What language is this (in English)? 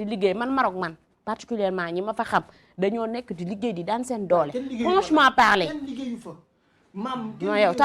Wolof